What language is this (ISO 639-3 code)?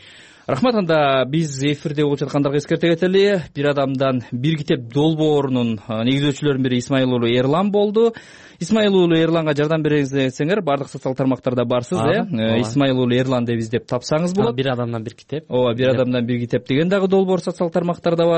kir